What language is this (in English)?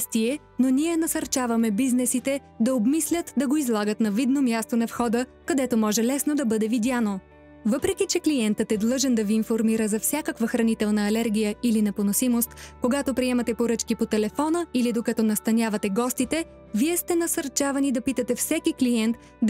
Bulgarian